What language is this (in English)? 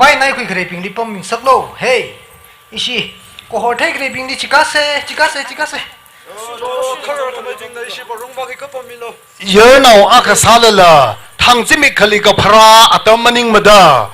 Tangkhul Naga (India)